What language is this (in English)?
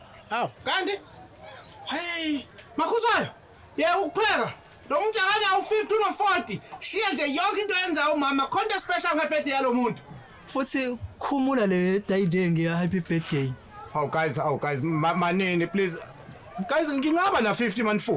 Zulu